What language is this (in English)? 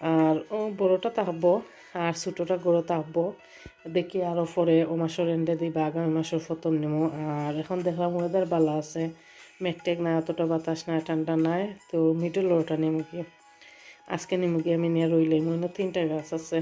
Sylheti